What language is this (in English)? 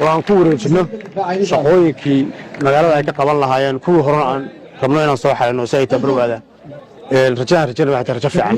Somali